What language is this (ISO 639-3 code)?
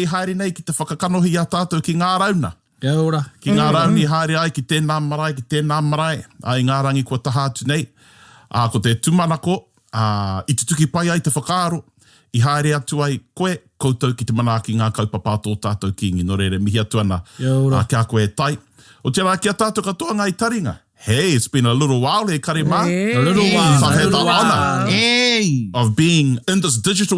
mri